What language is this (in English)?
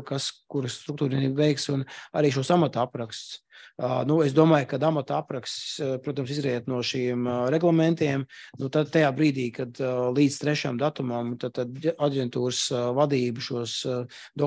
Latvian